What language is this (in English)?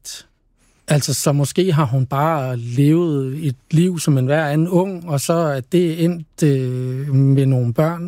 Danish